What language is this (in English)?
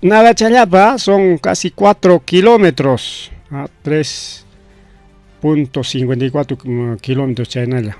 Ayacucho Quechua